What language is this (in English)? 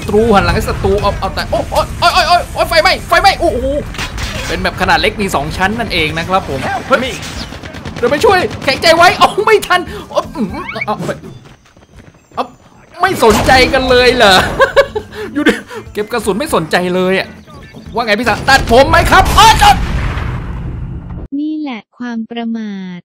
Thai